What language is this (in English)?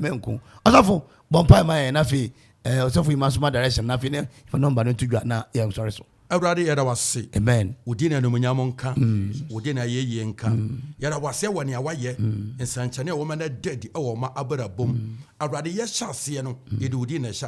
Akan